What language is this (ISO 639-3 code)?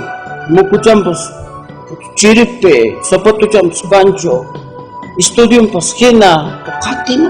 quy